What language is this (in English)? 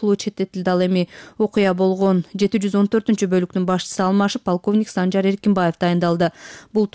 Kyrgyz